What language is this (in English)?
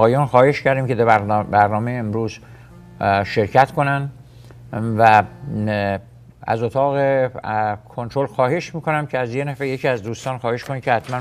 Persian